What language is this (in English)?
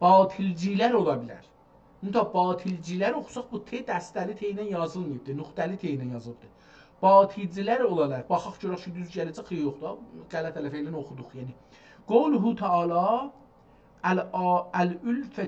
South Azerbaijani